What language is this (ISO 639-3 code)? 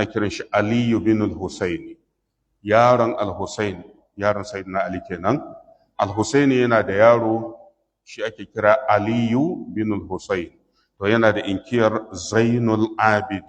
hau